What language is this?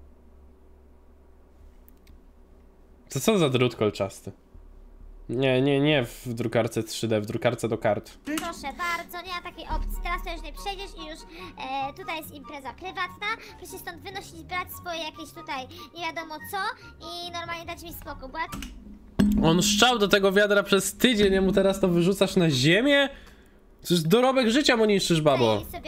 Polish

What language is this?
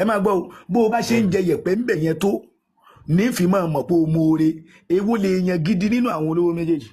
Yoruba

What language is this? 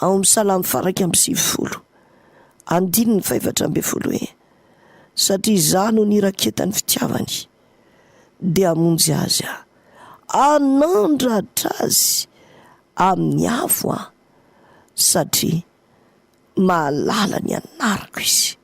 Malagasy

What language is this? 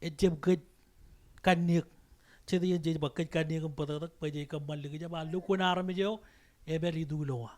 Marshallese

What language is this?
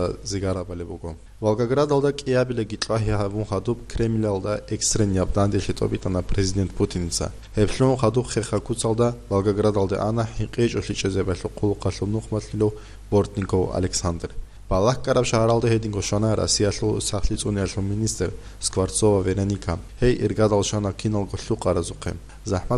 Avaric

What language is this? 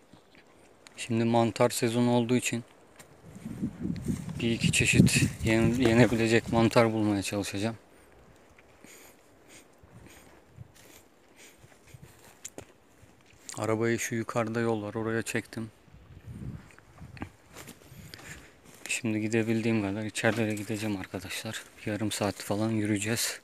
Turkish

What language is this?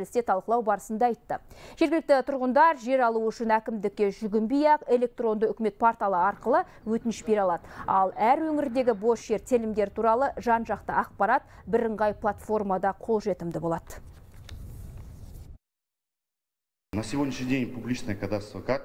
Kazakh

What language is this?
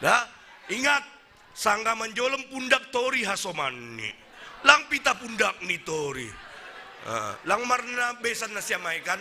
Batak Simalungun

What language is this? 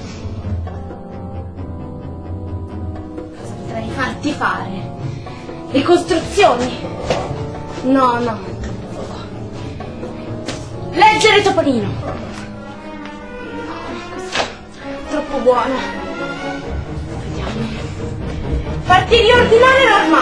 Italian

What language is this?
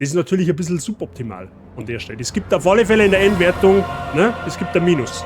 Bavarian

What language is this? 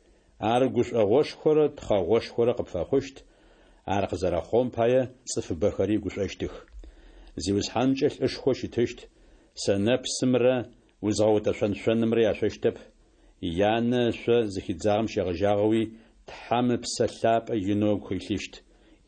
Adyghe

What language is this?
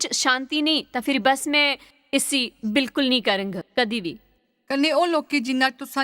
Dogri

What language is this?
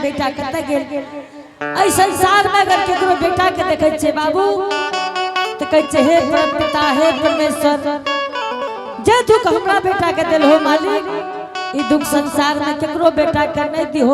Angika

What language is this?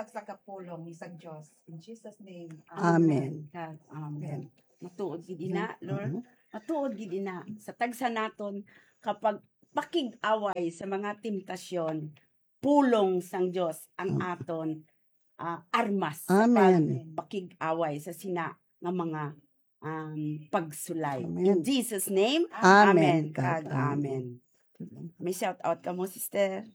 Hiligaynon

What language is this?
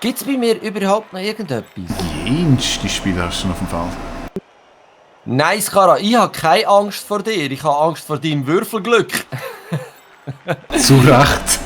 Swiss German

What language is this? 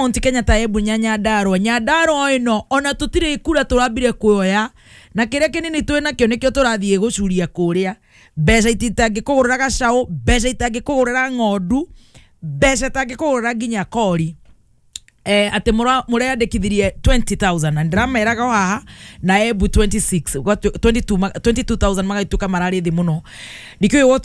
Kikuyu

